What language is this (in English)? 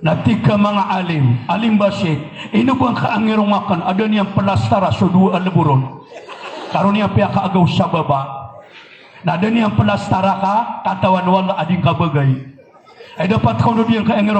Maranao